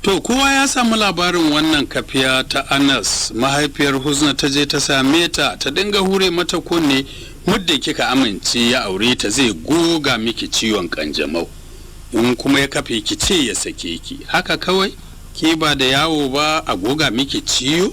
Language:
Hausa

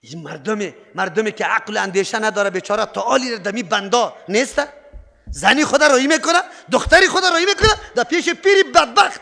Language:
Persian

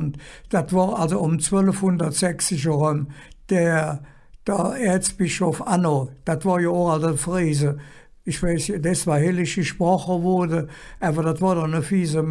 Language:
Colognian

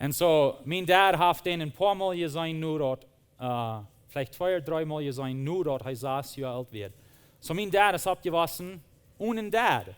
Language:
Plautdietsch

